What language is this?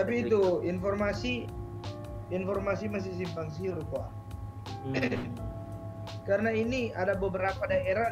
Manado Malay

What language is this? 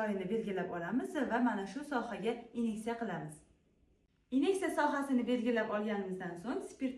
Uzbek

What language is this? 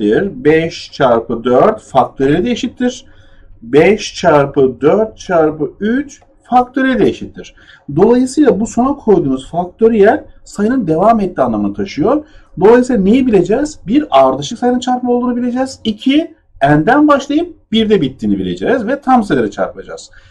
Turkish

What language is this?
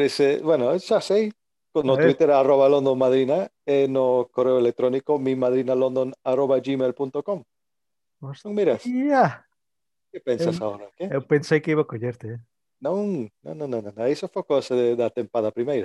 Galician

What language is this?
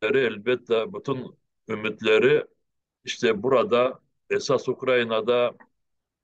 Crimean Tatar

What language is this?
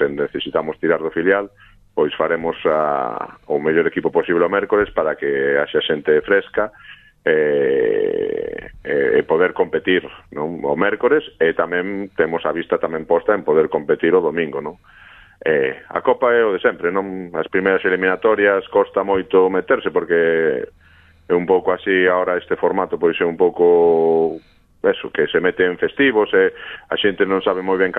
Galician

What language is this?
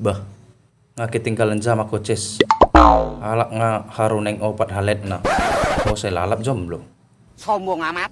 Batak Toba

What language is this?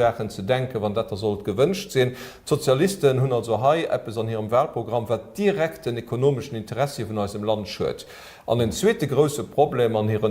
Luxembourgish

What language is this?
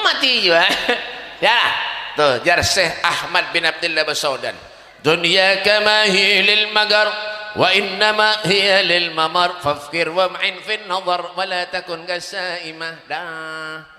Banjar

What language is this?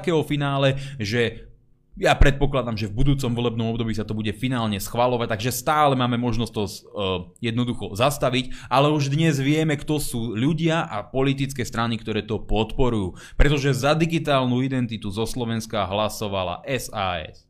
Slovak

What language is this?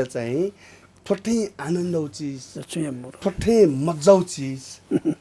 Newari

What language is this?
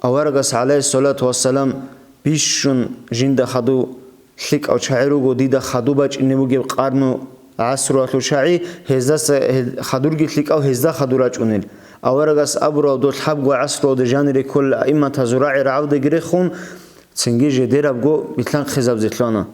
Avaric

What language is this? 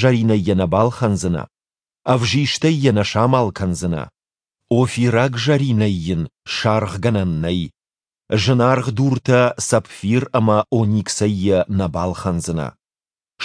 Ossetic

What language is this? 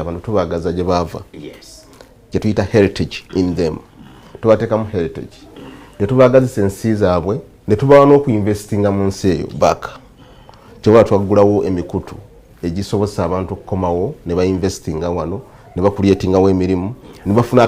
Ganda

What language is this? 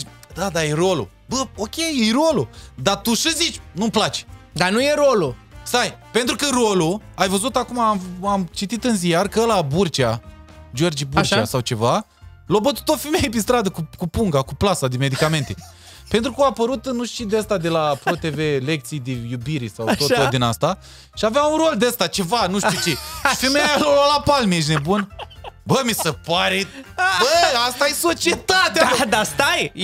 Romanian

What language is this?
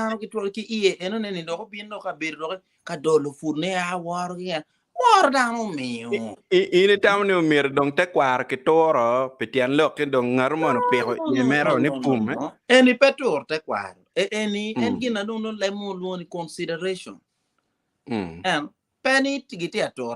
Acoli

